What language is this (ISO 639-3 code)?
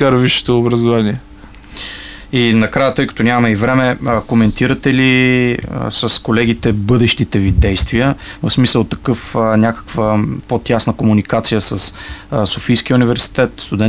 bul